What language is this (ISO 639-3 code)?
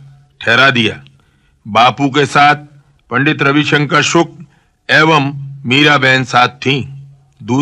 hin